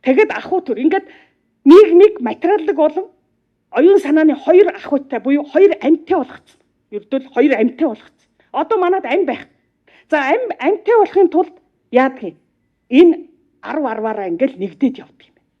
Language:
Mongolian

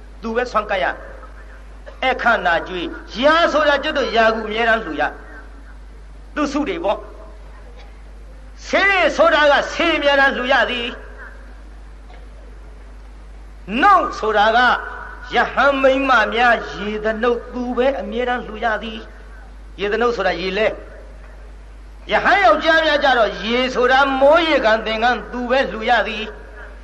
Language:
Burmese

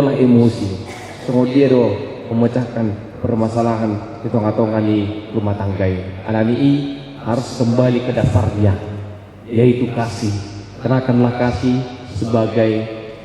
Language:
Batak Toba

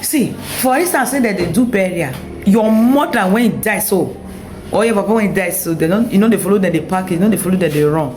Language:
Nigerian Pidgin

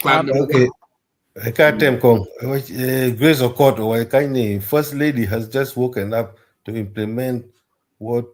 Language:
Acoli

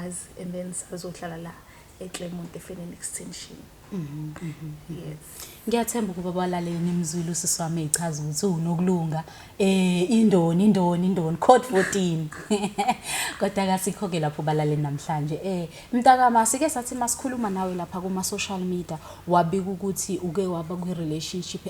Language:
Zulu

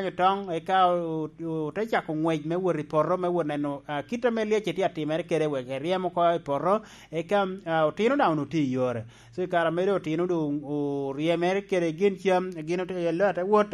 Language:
Lango (Uganda)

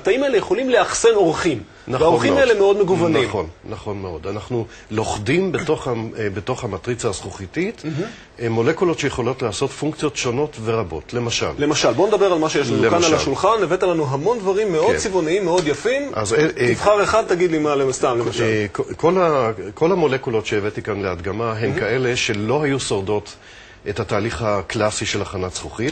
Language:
Hebrew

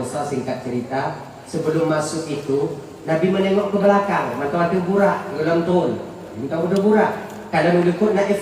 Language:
Achinese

